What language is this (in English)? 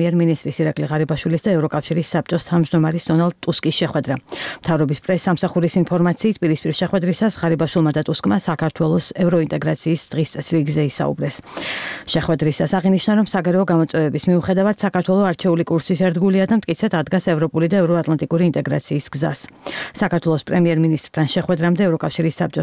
Georgian